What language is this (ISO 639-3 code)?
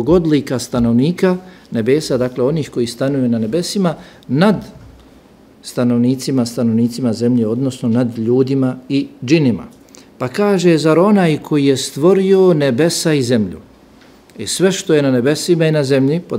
bos